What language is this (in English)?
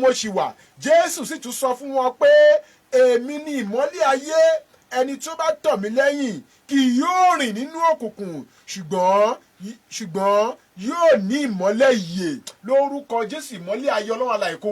Yoruba